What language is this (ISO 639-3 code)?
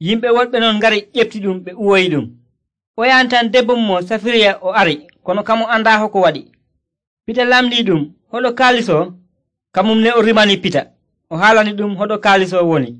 fuv